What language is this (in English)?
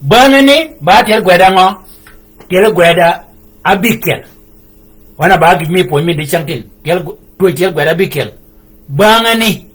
Shilluk